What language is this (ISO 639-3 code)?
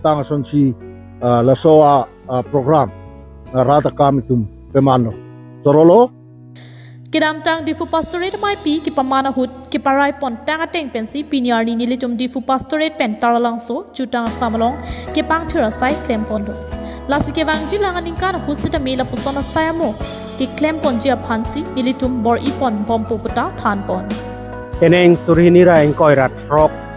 mjw